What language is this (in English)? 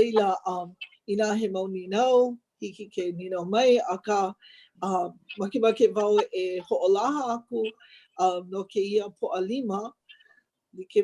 Hawaiian